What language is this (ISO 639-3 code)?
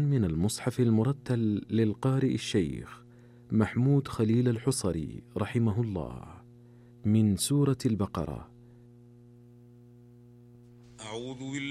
ara